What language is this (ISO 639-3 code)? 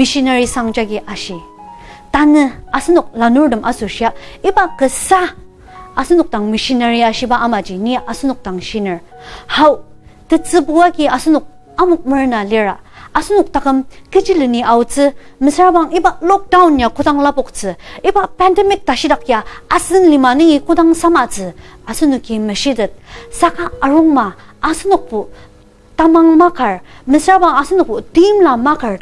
njo